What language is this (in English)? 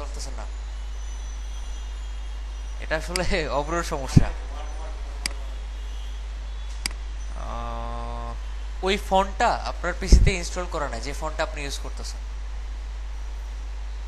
Bangla